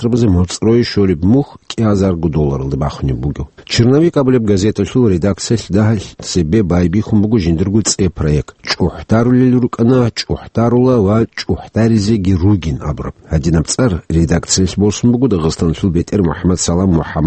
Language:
Avaric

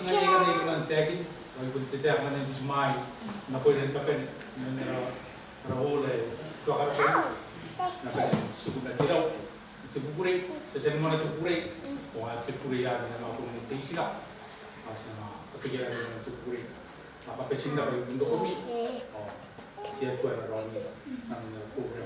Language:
Gilbertese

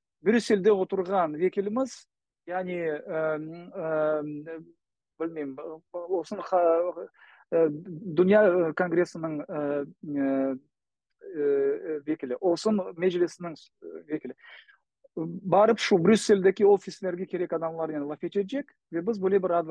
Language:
Crimean Tatar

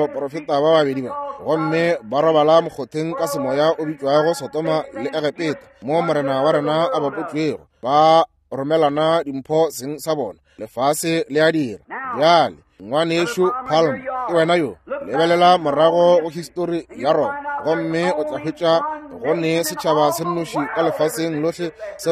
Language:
Northern Sotho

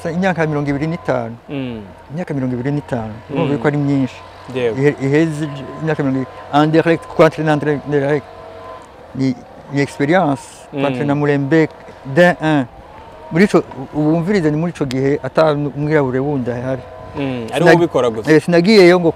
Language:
Rundi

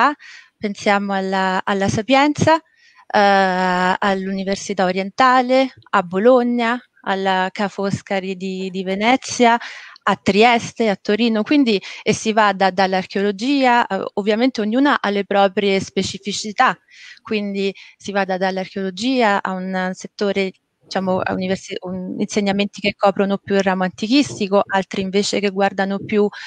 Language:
Italian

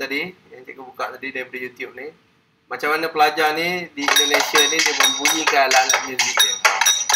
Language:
Malay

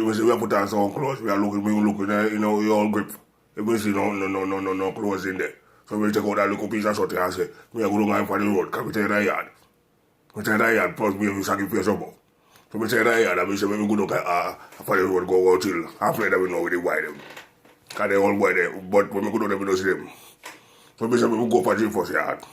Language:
Jamaican Creole English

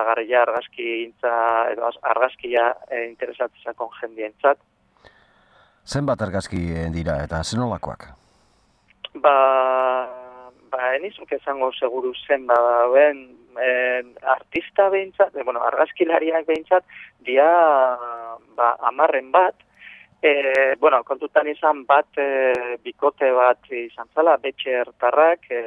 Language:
Basque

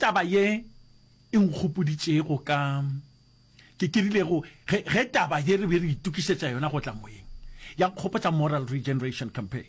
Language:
Northern Sotho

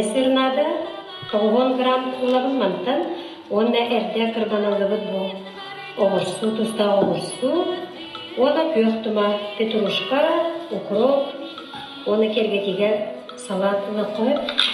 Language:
Yakut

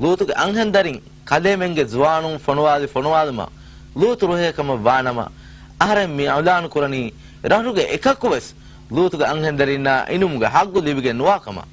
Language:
Divehi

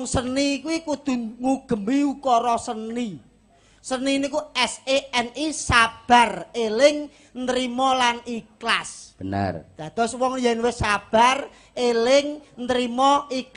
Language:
Javanese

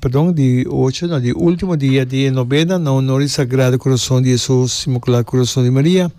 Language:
Papiamento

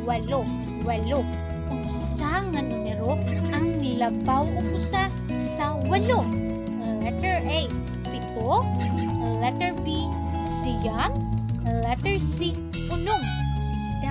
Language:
Cebuano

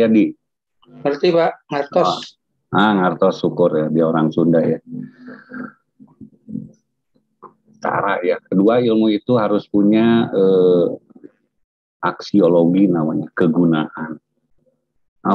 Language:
Indonesian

